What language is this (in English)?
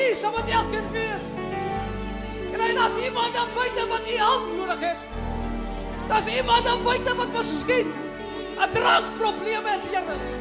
Afrikaans